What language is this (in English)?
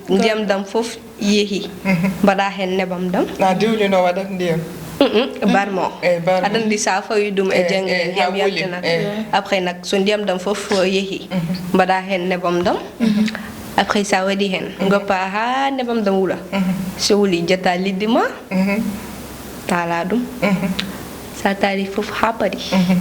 Fula